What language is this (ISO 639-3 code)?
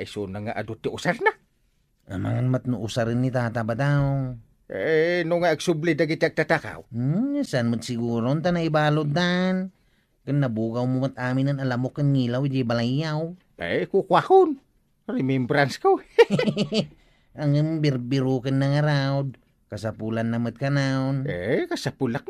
ilo